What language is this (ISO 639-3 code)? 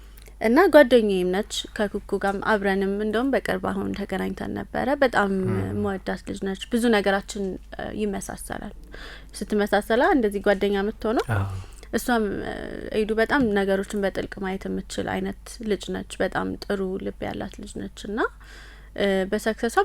amh